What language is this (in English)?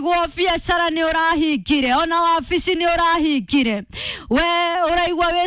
Kikuyu